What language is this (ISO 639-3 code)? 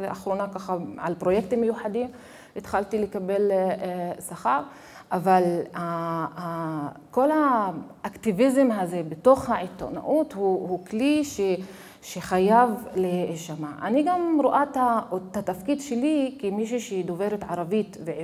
heb